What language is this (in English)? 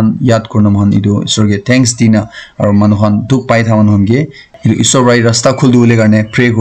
Naga Pidgin